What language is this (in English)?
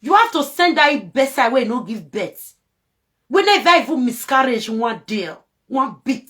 Nigerian Pidgin